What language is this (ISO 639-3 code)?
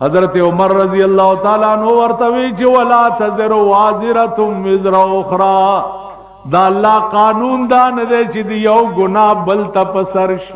pus